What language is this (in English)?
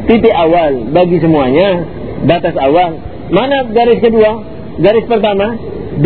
Indonesian